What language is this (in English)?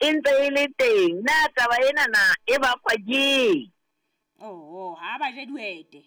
Southern Sotho